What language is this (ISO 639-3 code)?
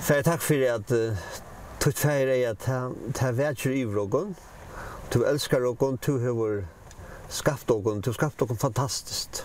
fao